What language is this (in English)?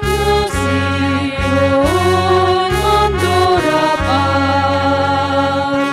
Batak Simalungun